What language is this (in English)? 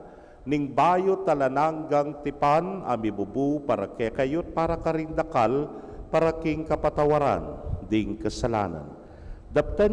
Pampanga